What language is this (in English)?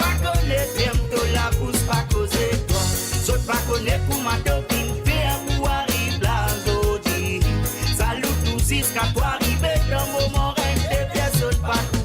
Morisyen